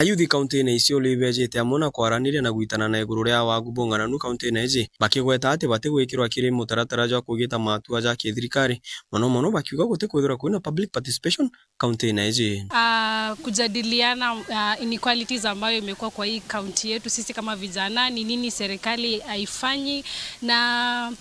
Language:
Meru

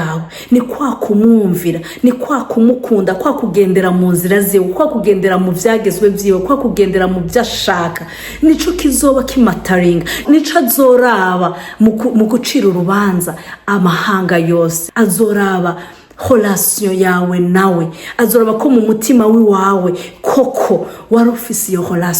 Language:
Rundi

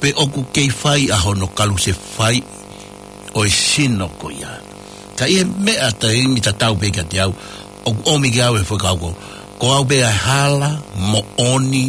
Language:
Tongan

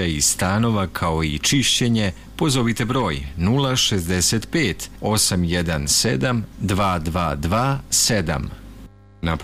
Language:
Serbian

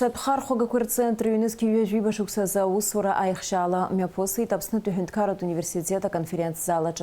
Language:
Abkhazian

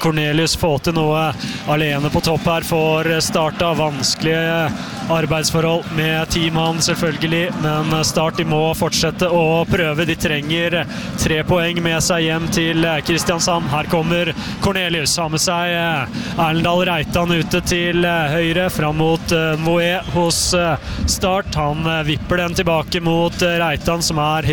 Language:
Norwegian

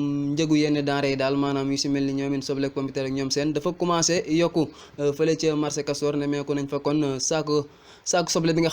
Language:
Wolof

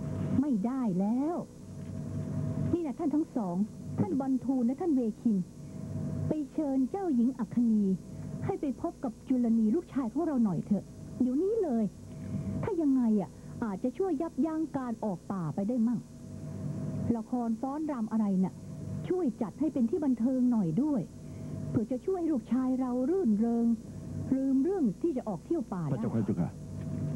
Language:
Thai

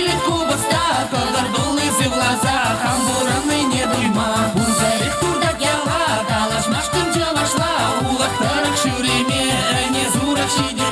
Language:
Chuvash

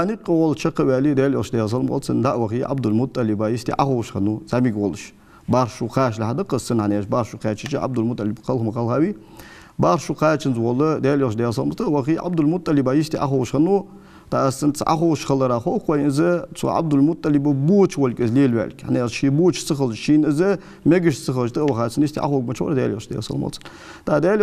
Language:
Ingush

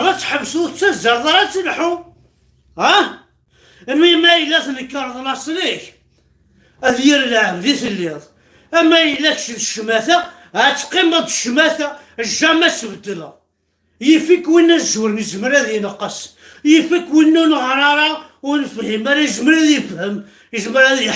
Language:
Kabyle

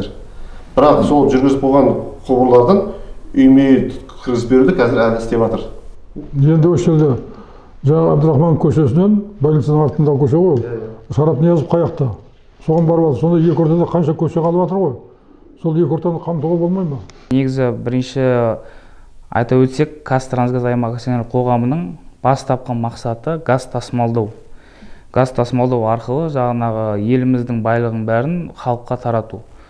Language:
Kazakh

